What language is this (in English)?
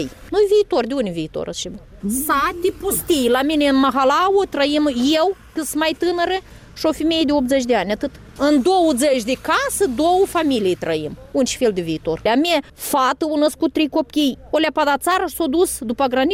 Romanian